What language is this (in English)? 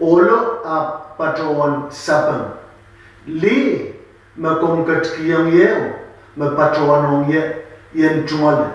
Pohnpeian